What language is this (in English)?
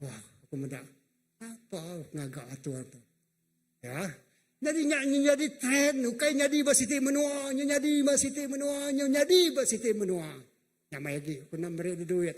Iban